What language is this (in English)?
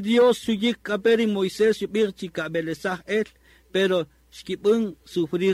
Kaqchikel